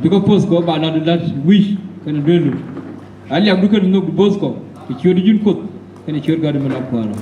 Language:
Nuer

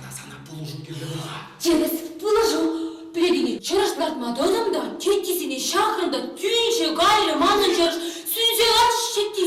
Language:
Chuvash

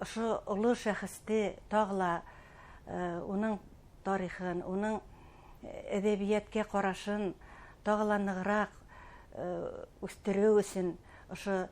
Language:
Bashkir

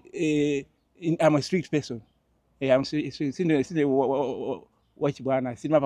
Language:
Nyanja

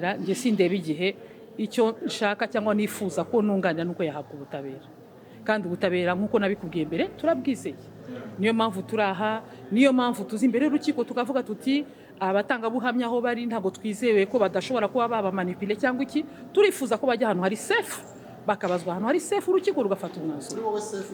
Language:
Kinyarwanda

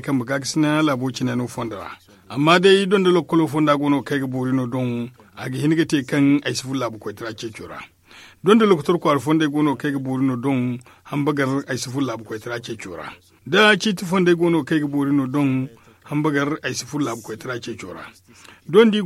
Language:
Zarma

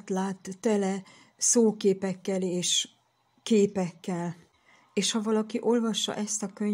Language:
Hungarian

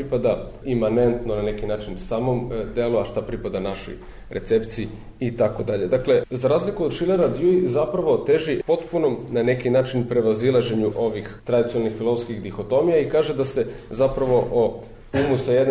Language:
Serbian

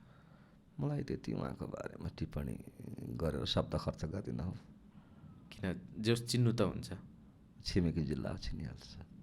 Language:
Nepali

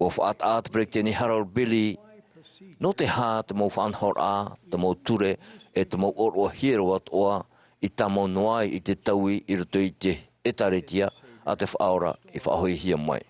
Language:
Tahitian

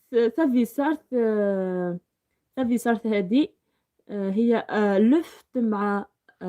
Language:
Algerian Arabic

